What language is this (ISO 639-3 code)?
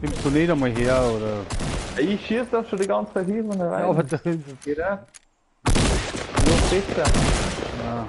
bar